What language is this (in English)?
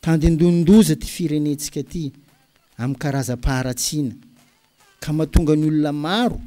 Malagasy